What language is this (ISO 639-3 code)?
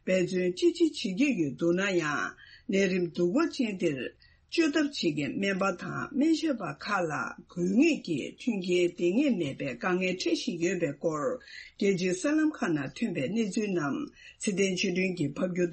bod